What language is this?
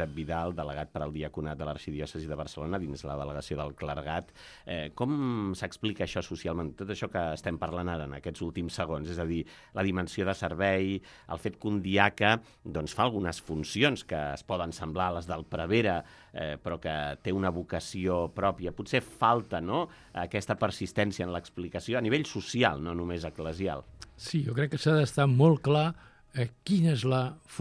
Catalan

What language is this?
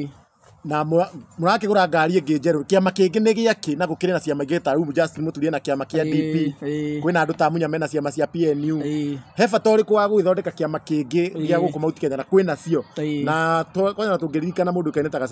Kikuyu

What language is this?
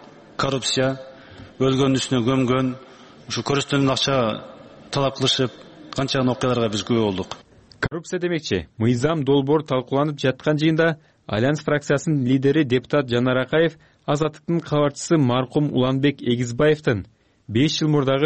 Kyrgyz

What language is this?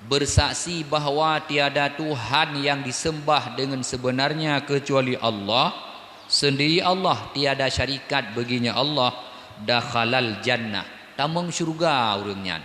Achinese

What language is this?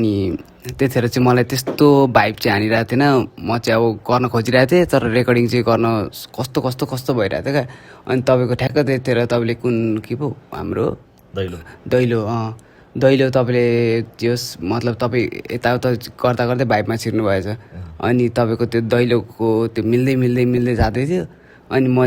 Nepali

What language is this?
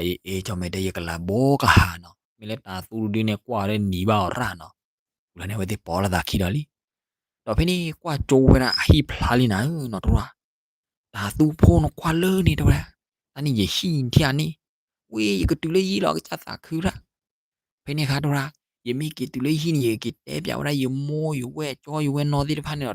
S'gaw Karen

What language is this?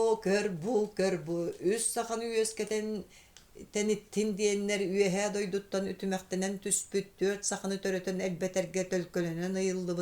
Yakut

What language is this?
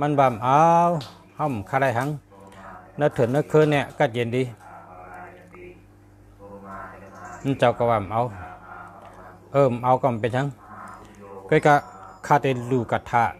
Shan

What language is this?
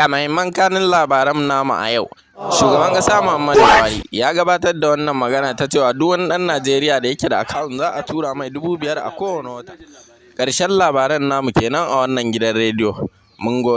Hausa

